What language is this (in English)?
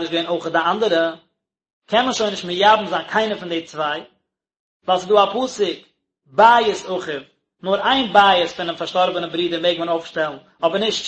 Yiddish